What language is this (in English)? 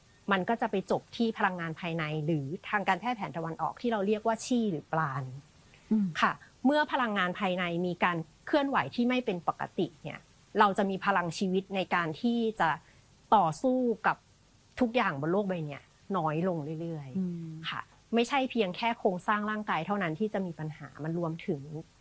Thai